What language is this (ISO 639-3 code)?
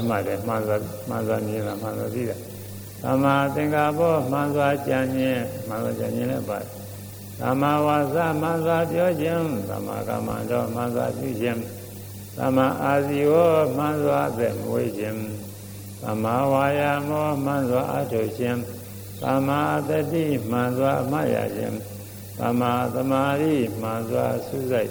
mya